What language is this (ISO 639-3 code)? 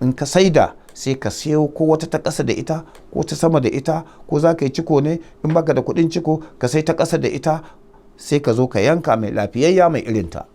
hau